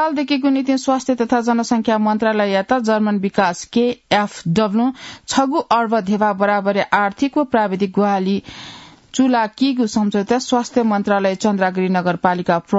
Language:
Newari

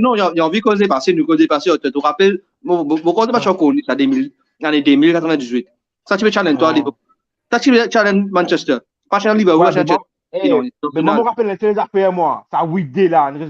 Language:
Morisyen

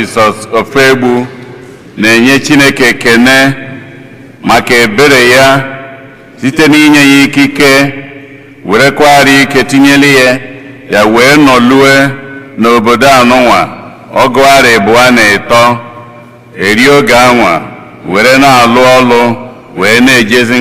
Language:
Igbo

